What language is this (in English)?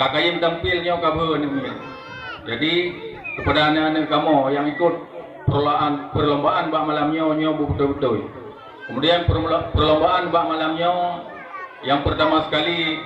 Achinese